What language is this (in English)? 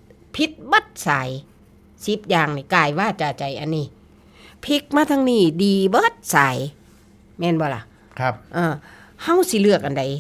Northeastern Thai